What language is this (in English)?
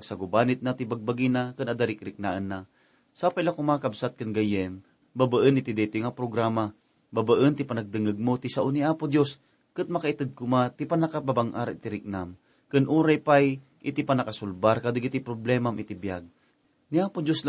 Iloko